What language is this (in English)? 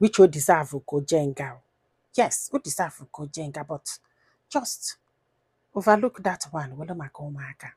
Igbo